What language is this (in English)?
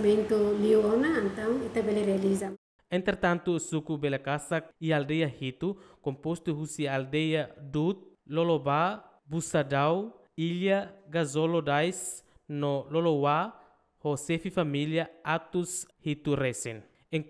Tetum